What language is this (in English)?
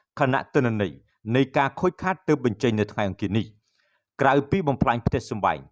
Khmer